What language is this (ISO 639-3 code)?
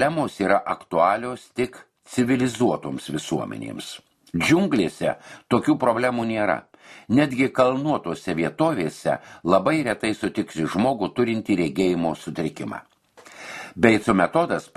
lit